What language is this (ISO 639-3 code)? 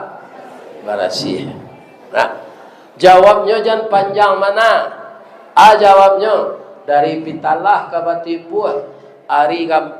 min